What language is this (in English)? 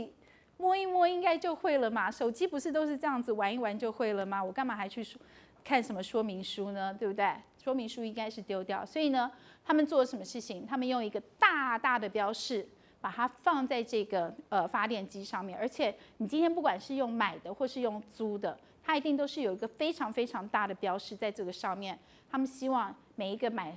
Chinese